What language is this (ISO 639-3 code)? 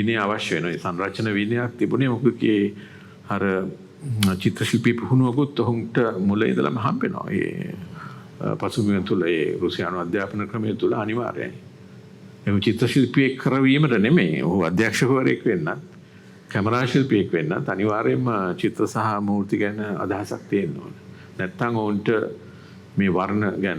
sin